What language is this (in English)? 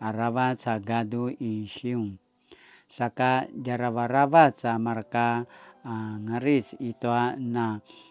Paiwan